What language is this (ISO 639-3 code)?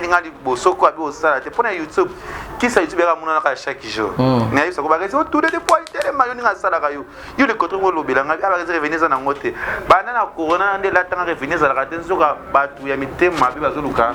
lin